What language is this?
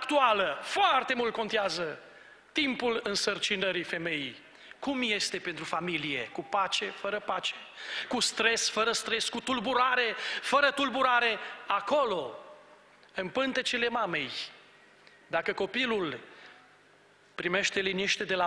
Romanian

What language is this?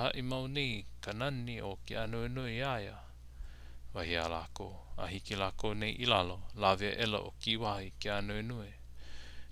Hawaiian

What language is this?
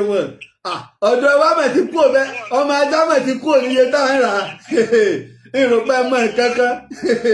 Yoruba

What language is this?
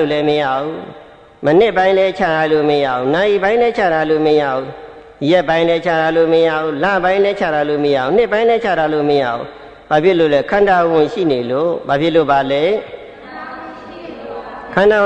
Burmese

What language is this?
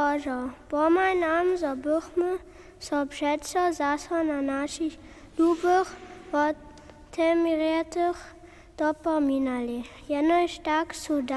Upper Sorbian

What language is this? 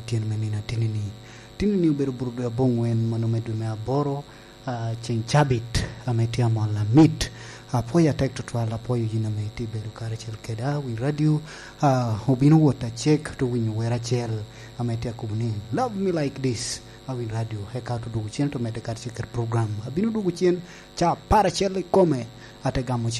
Lango (Uganda)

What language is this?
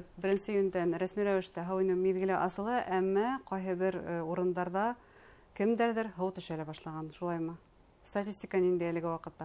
Bashkir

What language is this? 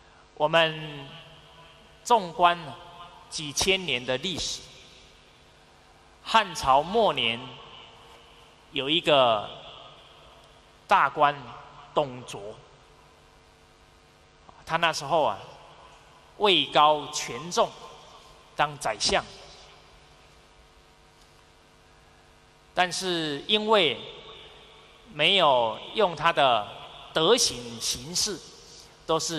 Chinese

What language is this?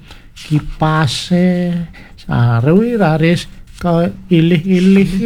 Balinese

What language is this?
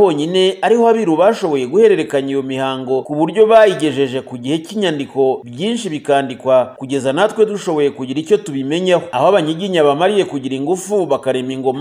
Kinyarwanda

